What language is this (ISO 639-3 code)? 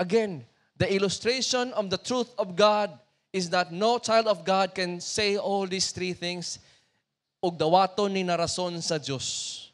ceb